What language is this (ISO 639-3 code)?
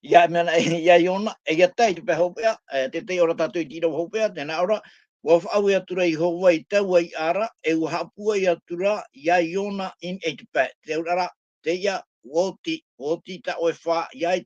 tah